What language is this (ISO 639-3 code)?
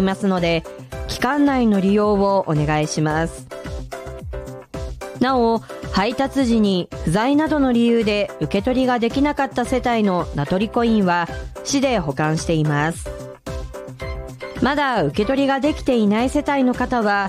jpn